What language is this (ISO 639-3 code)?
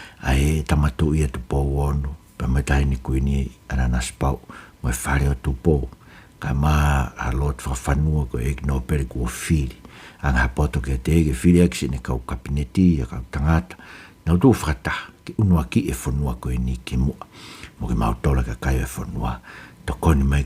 ton